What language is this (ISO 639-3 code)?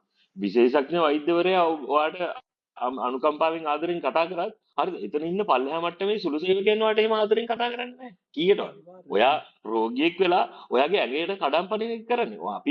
sin